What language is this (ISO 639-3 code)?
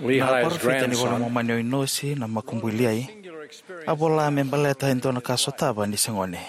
fij